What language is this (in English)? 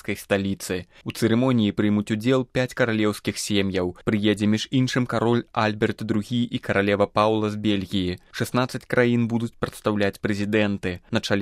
Belarusian